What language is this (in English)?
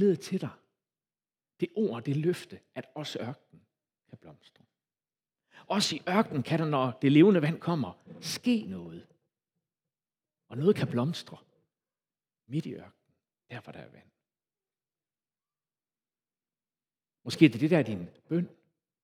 Danish